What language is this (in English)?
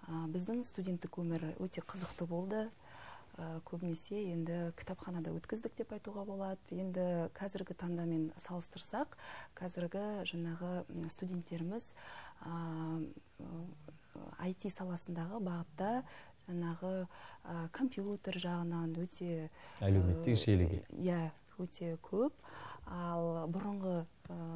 Kazakh